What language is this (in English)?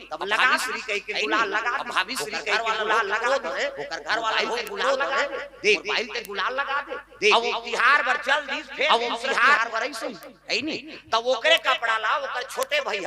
Chhattisgarhi